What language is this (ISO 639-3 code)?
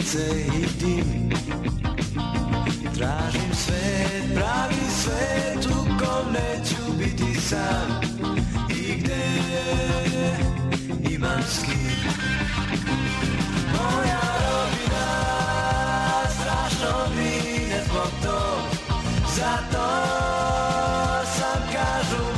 srp